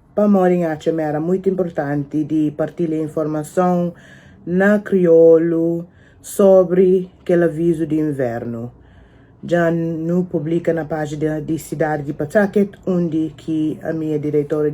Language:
Kabuverdianu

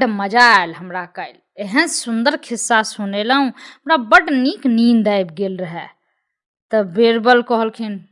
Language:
Maithili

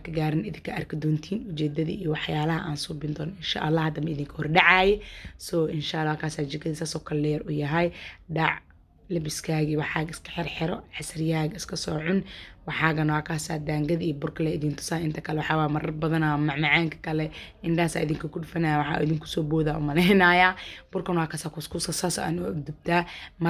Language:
Somali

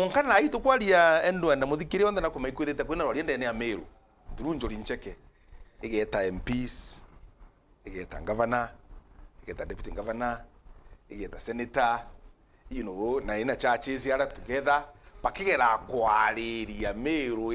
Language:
Meru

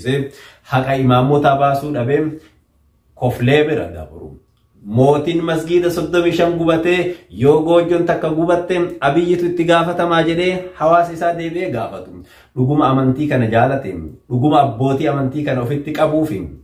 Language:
Oromo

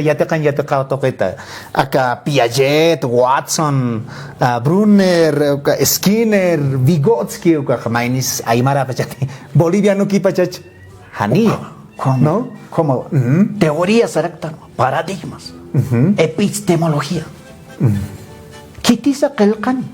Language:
Aymara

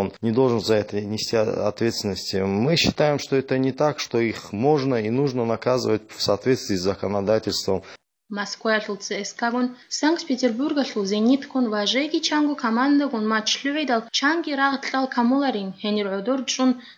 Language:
Avaric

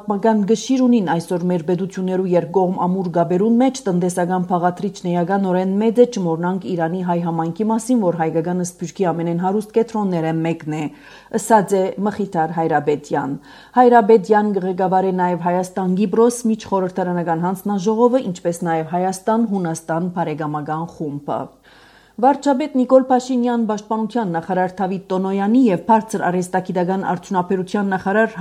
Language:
Armenian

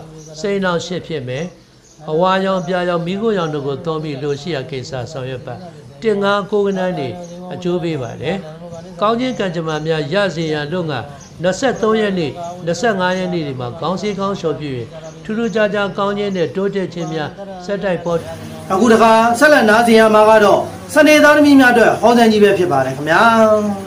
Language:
Burmese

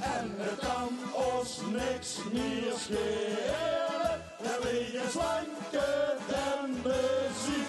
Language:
Limburgish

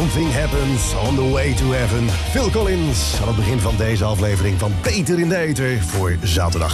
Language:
Dutch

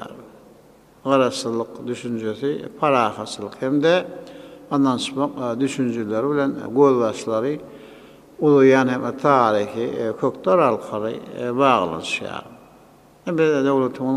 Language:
Turkmen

